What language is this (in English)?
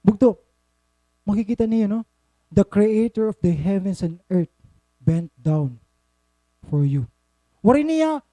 Waray